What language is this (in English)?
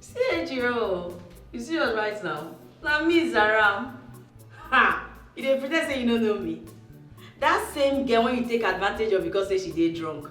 Nigerian Pidgin